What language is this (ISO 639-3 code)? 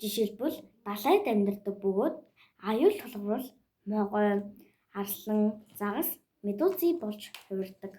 mon